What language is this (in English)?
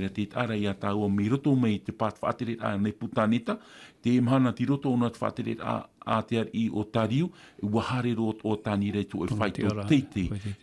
Tahitian